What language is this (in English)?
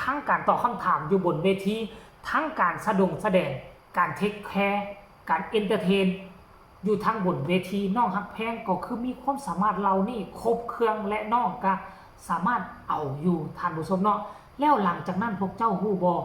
Lao